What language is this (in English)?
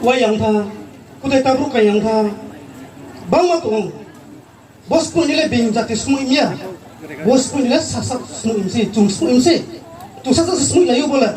Riang (India)